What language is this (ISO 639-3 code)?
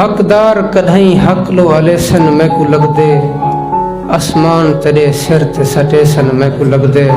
skr